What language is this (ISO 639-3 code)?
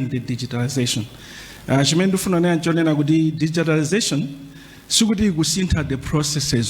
nya